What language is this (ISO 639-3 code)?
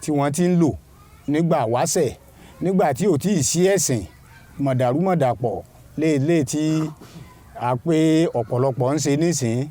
yor